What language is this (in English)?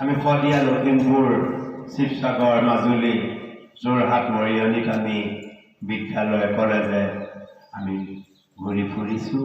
Assamese